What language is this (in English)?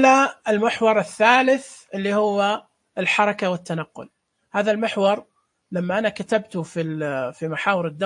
Najdi Arabic